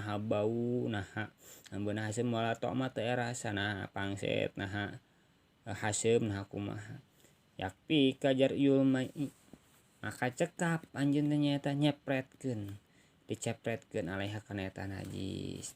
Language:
Sundanese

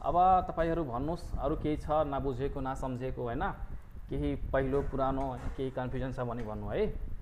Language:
Nepali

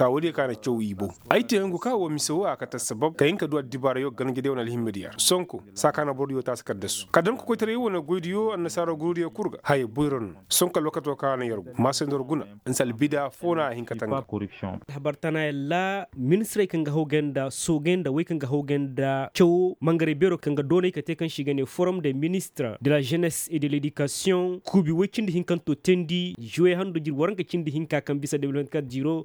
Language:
Koyraboro Senni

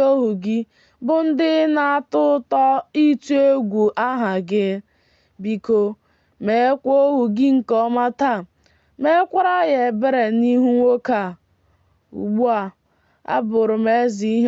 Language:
Igbo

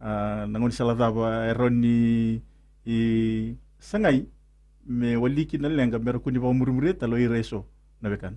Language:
Fijian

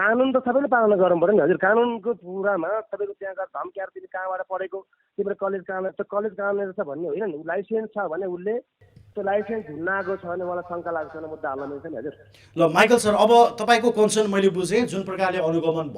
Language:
Nepali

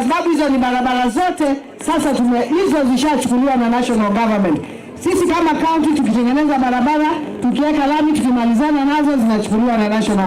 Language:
Kamba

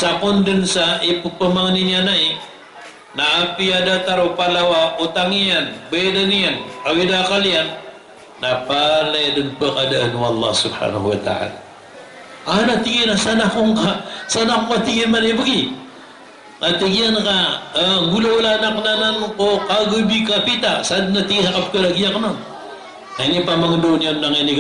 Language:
Maranao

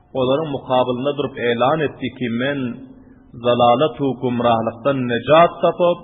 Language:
Turkmen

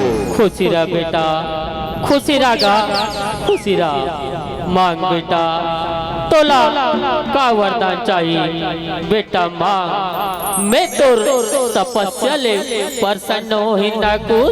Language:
Chhattisgarhi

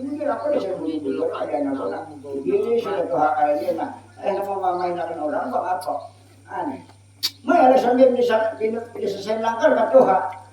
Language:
Banjar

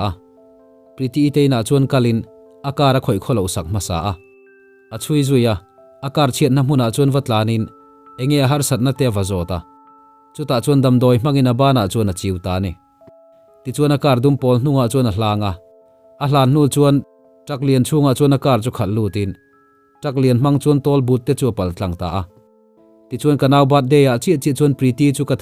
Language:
Mizo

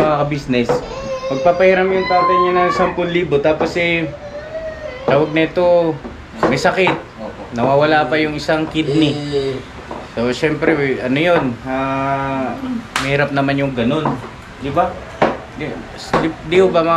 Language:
Filipino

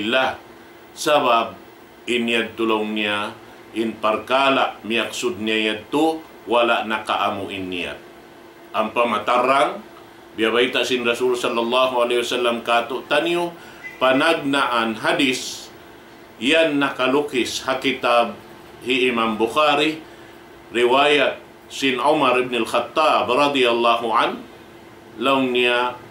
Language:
Tausug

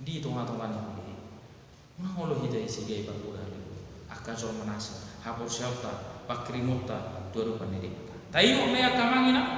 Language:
Batak Toba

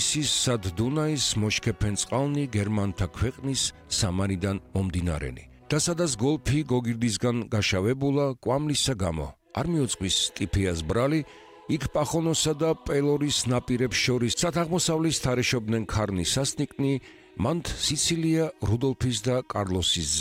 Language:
Georgian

